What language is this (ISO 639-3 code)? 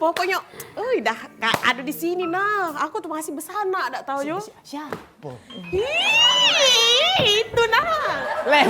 mui